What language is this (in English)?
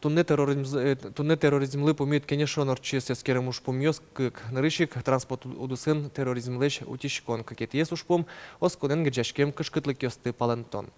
Udmurt